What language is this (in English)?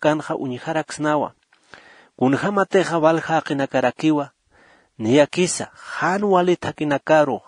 Aymara